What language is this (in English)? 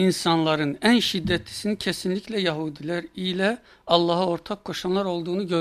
Turkish